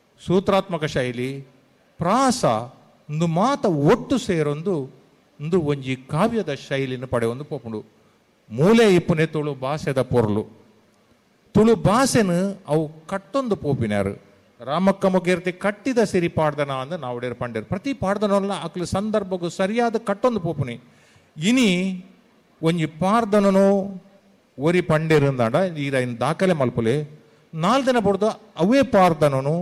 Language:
Tulu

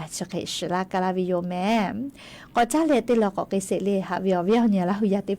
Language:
Lahu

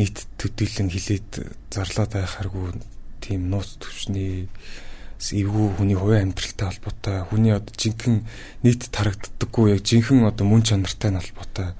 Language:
Mongolian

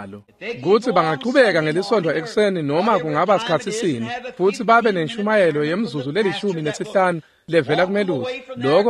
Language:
Swati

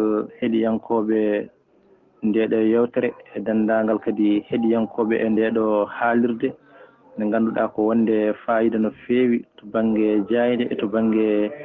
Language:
Fula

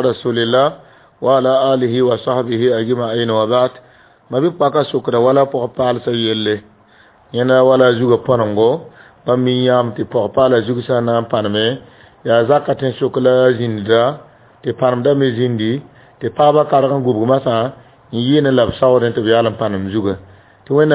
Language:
Mossi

